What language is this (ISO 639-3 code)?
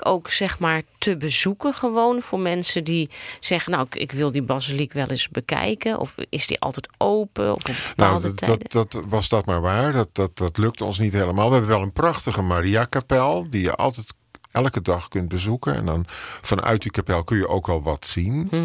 nld